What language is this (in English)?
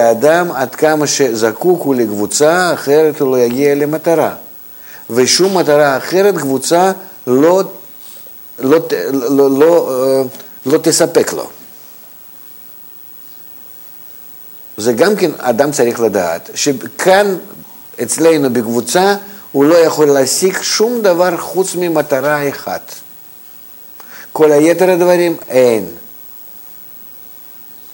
Hebrew